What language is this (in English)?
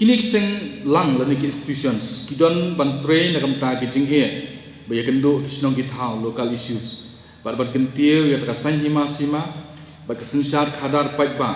Khasi